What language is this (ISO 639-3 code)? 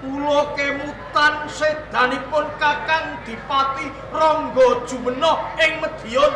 jav